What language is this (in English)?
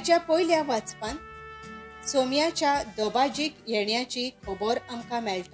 Konkani